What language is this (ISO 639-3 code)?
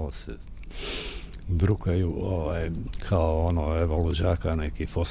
hrv